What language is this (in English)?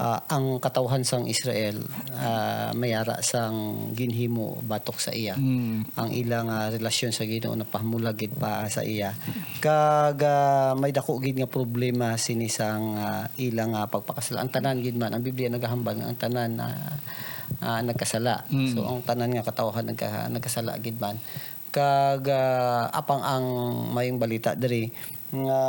Hiligaynon